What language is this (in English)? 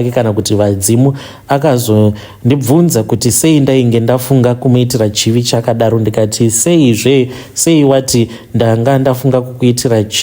Shona